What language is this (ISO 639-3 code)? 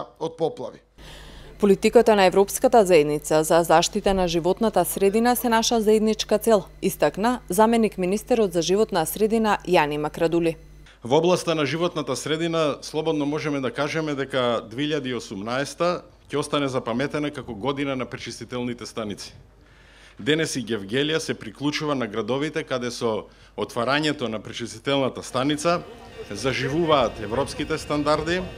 mkd